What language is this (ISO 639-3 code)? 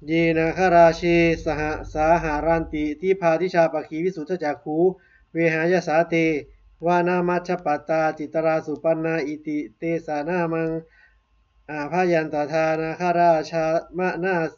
pli